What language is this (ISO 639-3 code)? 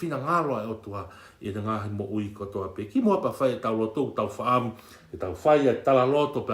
ton